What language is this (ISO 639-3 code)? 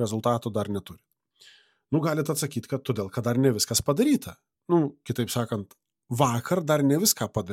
lit